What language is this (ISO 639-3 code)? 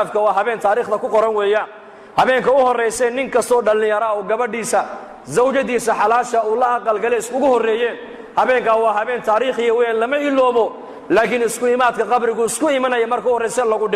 som